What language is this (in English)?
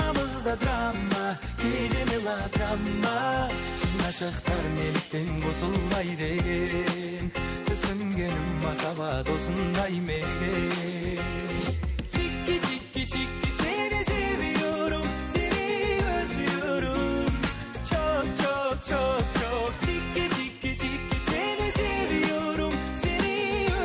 Kara-Kalpak